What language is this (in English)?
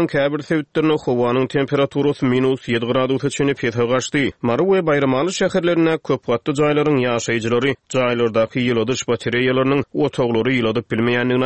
Turkmen